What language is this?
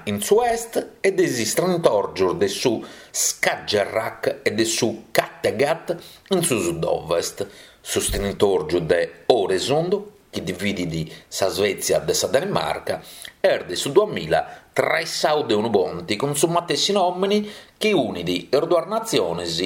Sardinian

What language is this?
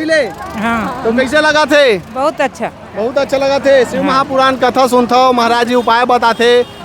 Chhattisgarhi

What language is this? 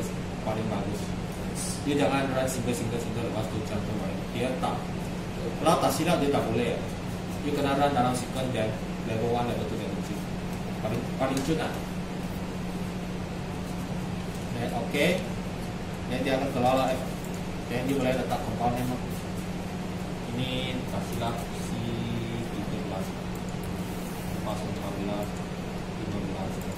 Malay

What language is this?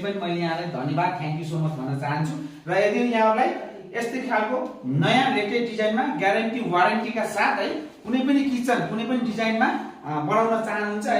Nepali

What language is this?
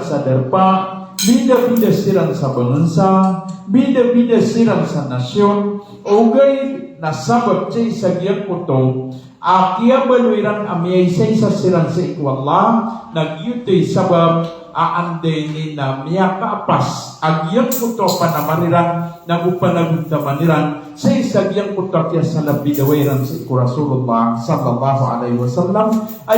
Maranao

